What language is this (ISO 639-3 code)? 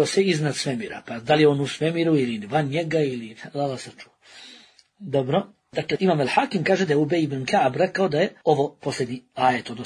bos